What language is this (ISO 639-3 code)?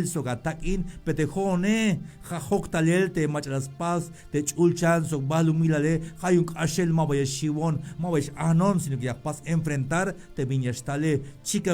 tzh